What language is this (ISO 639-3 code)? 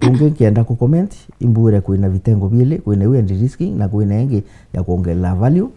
mer